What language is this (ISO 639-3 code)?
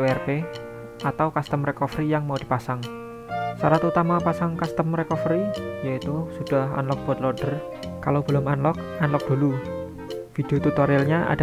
ind